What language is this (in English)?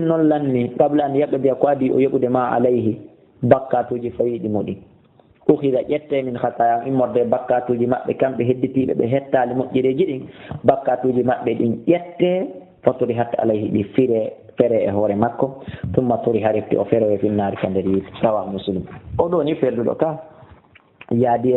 Fula